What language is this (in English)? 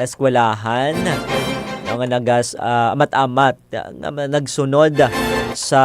Hiligaynon